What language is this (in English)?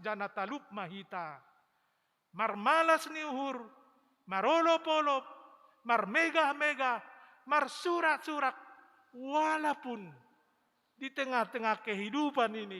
Batak Simalungun